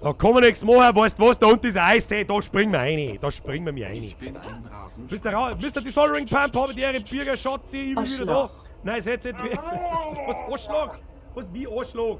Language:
Bavarian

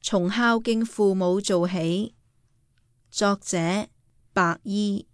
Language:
Cantonese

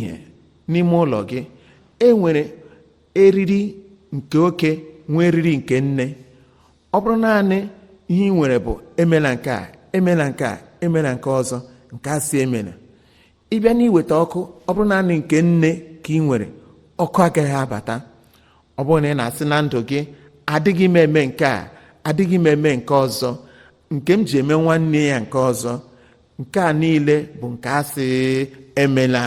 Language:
Igbo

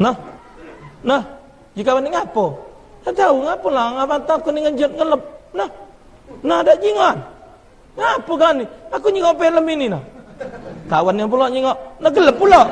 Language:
Musi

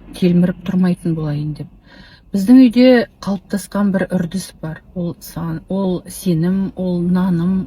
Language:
Kazakh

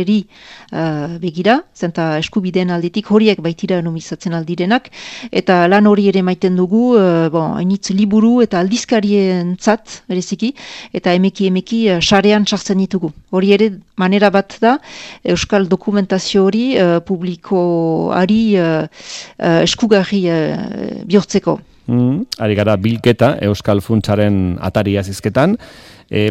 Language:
Basque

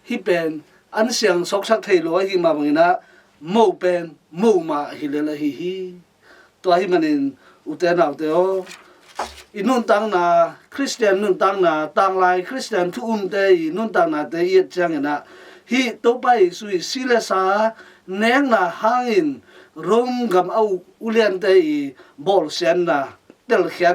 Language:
Tedim Chin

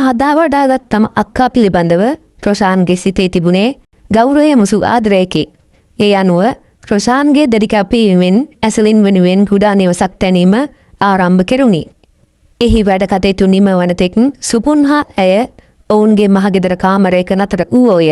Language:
Sinhala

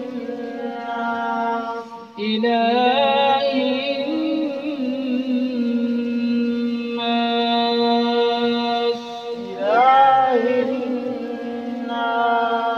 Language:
Arabic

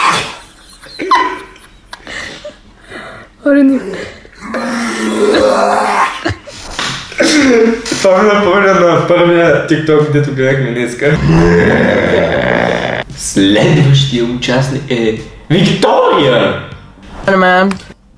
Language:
Bulgarian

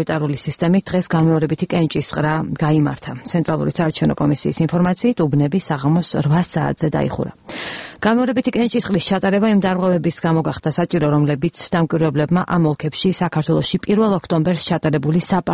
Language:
Georgian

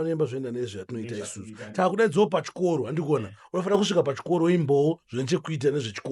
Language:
Shona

